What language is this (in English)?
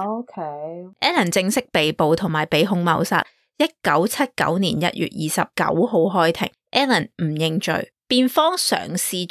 Cantonese